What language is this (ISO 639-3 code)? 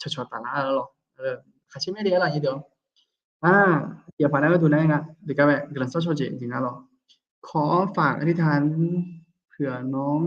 ahk